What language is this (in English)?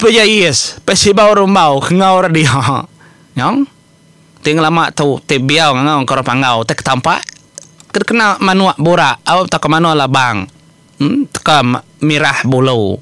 Iban